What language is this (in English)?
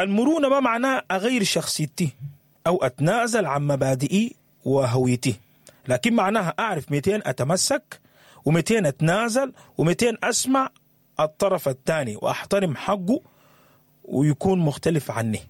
Sudanese Arabic